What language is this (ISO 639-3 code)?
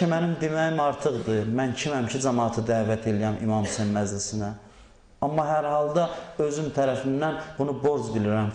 aze